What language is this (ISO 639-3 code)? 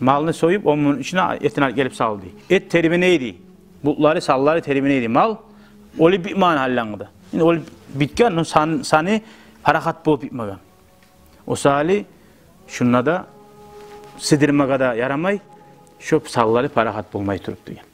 kum